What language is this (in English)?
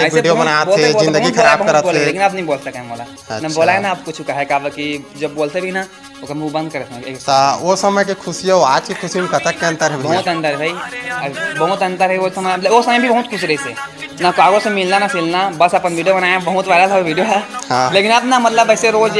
Chhattisgarhi